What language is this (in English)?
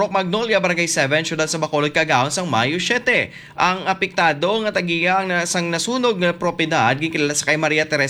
Hiligaynon